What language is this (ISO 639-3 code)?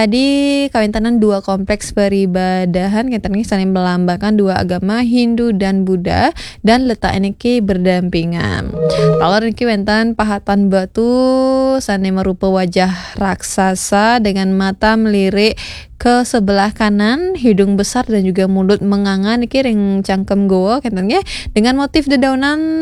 ban